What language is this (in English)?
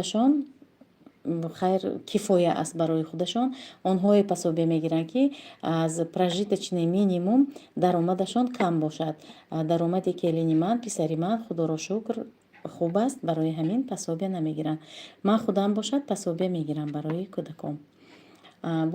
Tajik